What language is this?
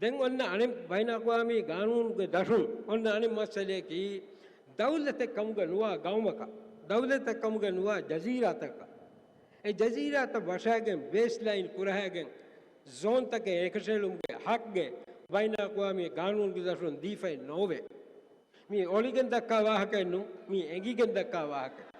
Divehi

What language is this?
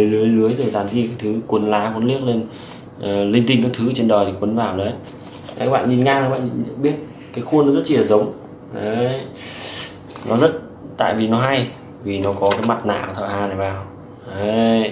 Vietnamese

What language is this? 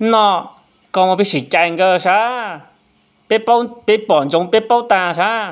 Hmong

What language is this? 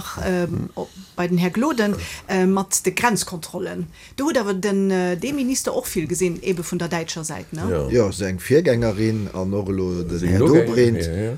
Luxembourgish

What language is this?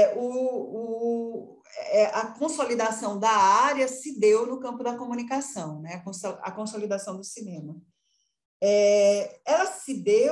Portuguese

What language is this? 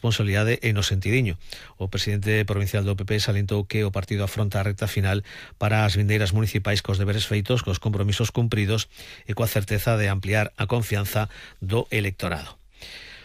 Galician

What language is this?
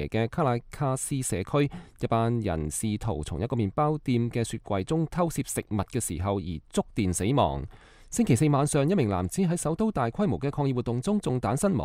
Cantonese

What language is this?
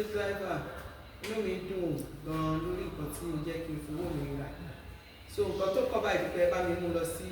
Yoruba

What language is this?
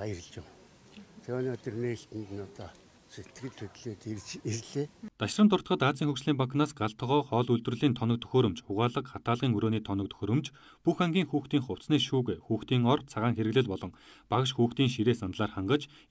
Mongolian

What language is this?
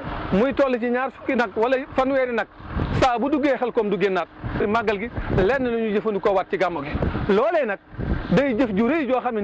Wolof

